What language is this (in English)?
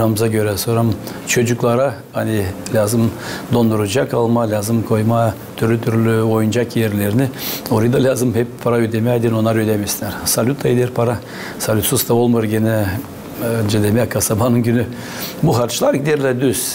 Gagauz